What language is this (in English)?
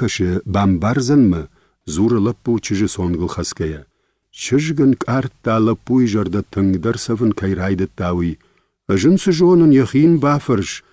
Ossetic